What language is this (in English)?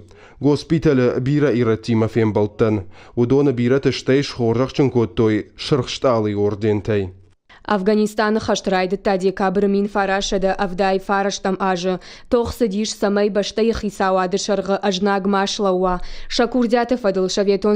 Ossetic